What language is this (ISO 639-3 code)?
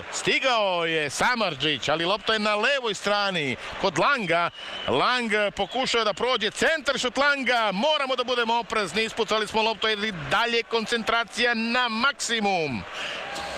srp